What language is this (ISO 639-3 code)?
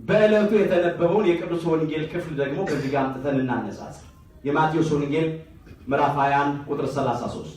amh